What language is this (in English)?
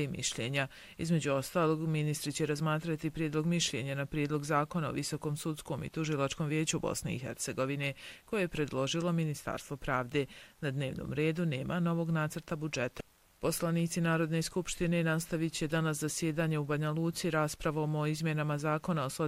Bosnian